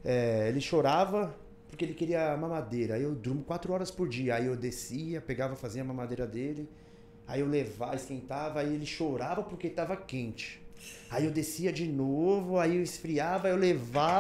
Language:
Portuguese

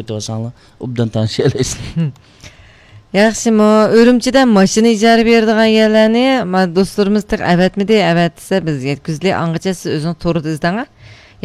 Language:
Uyghur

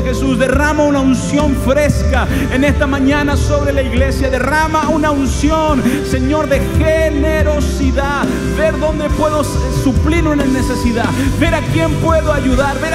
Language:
Spanish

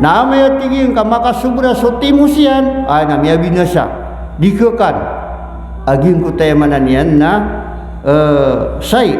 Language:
Maranao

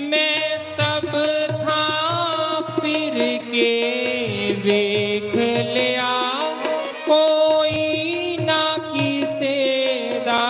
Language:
Dogri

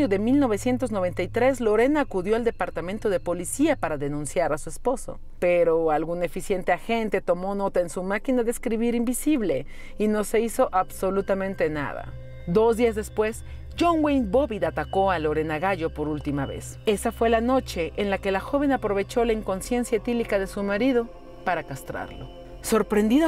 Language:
Spanish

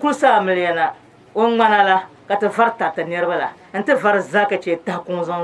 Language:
Dagbani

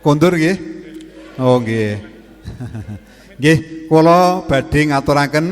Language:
Javanese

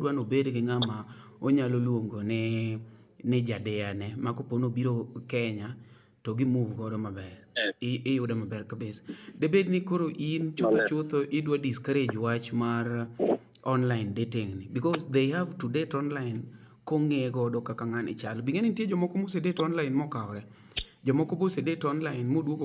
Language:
Luo (Kenya and Tanzania)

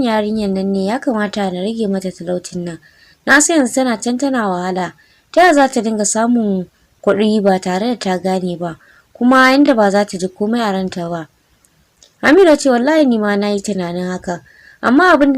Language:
Hausa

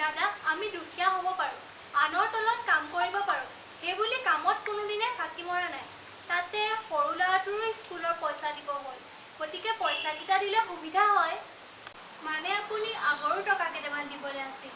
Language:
Assamese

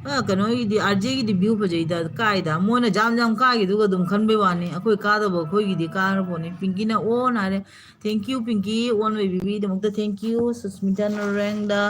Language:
Manipuri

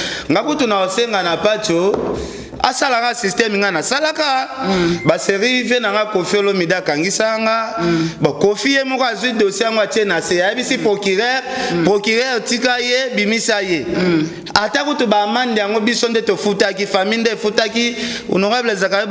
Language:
Lingala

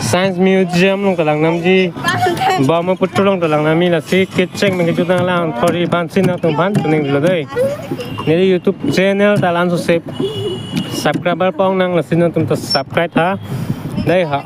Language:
Karbi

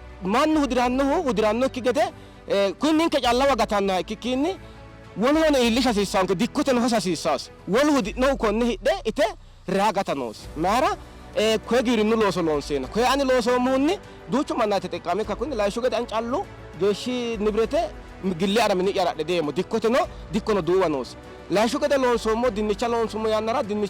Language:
Sidamo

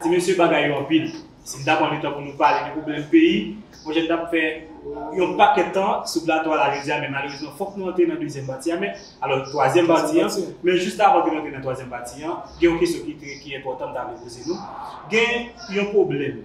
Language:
Haitian Creole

